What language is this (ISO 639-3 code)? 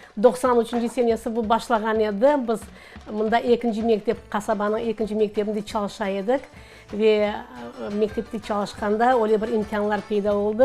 crh